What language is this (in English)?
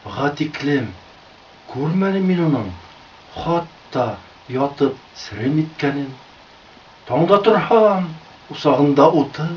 Bashkir